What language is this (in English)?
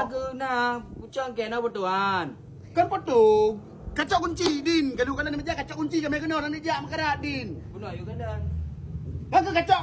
Achinese